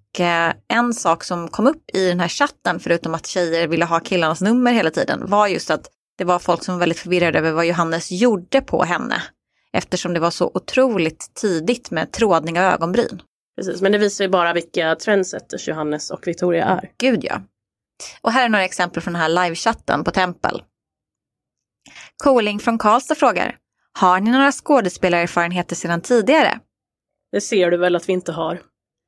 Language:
Swedish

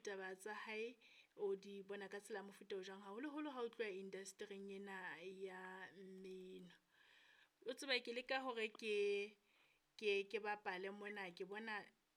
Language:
Southern Sotho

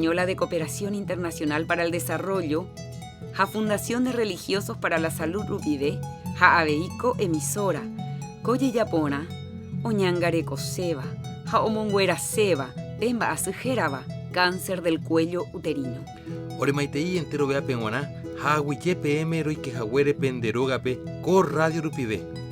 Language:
Guarani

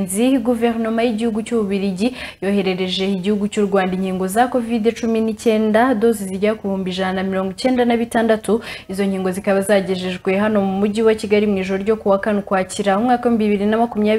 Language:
Kinyarwanda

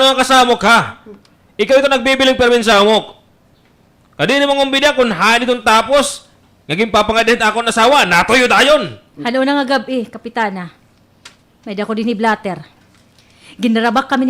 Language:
Waray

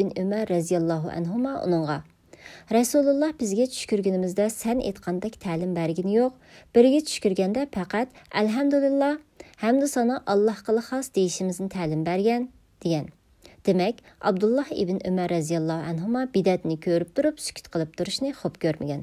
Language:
Uyghur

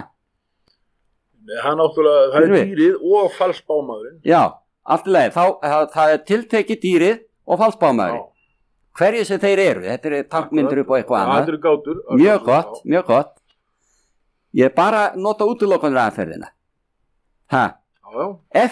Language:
Icelandic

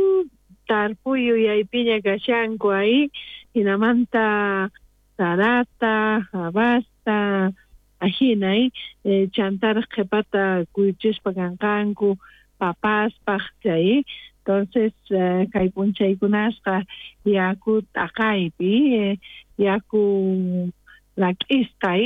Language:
South Bolivian Quechua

